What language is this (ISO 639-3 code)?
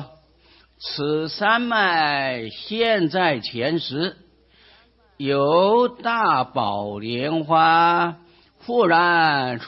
zho